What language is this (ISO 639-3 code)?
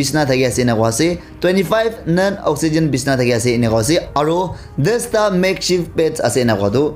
nag